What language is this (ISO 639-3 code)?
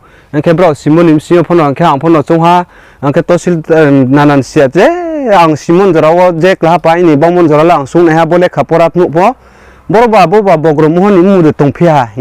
ria